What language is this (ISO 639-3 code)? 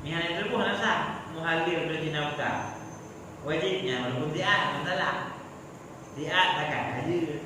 ace